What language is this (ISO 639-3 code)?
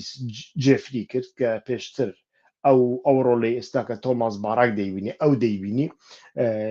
ckb